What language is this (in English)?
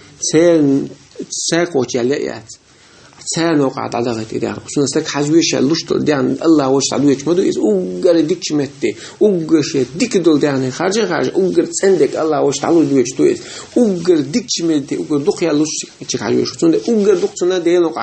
Chechen